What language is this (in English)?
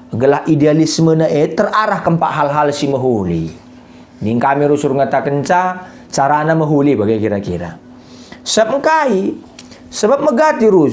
Batak Karo